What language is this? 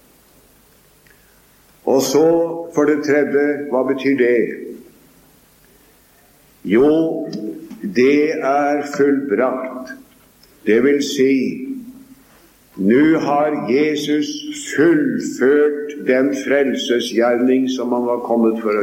Norwegian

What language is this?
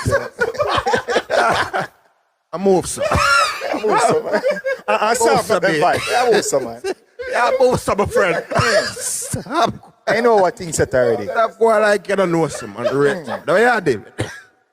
Jamaican Creole English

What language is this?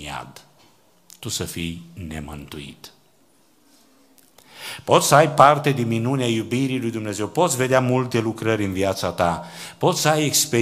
Romanian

